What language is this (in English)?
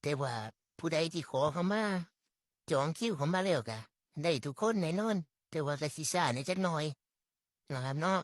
Northeastern Thai